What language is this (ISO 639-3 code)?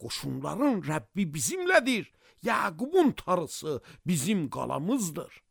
aze